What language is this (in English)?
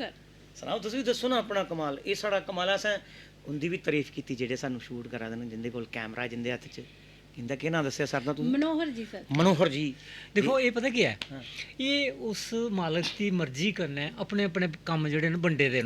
Dogri